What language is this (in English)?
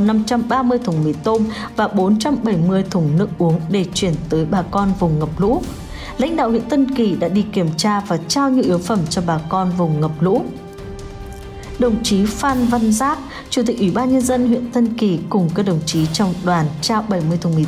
Vietnamese